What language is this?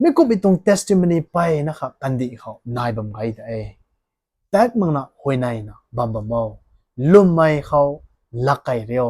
Rongmei Naga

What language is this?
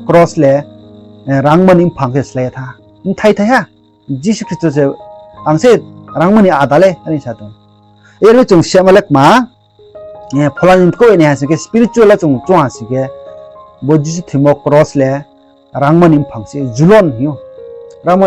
Riang (India)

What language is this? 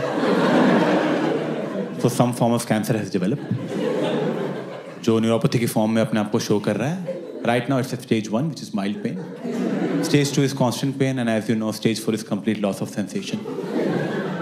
Hindi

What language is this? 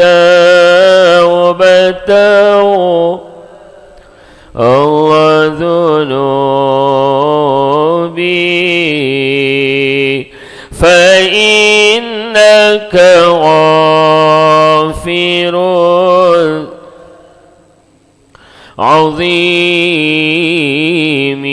Malay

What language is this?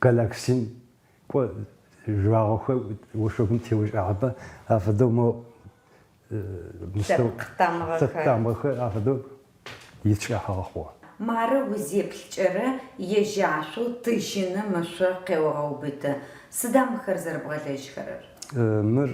Adyghe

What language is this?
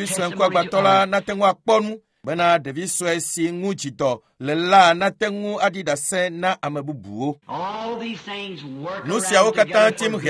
Ewe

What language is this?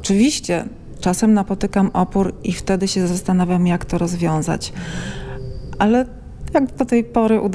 Polish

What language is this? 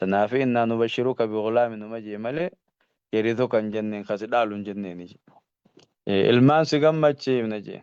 Oromo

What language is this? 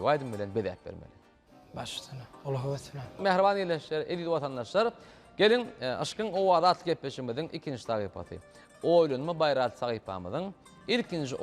Turkmen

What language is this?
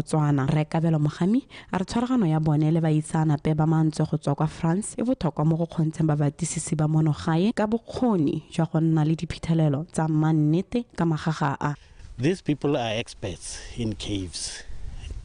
Tswana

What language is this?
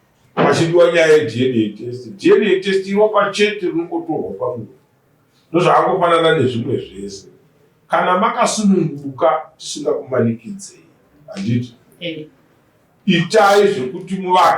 Shona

